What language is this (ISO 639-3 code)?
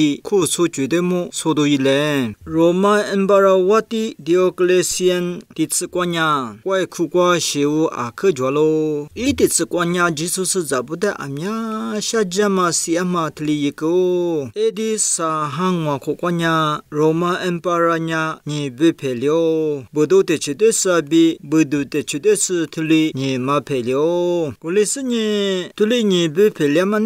lis